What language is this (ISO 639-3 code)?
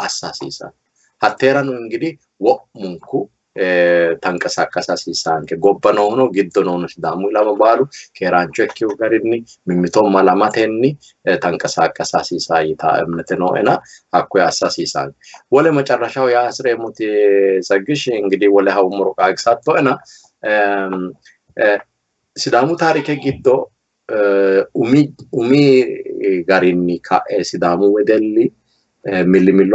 sid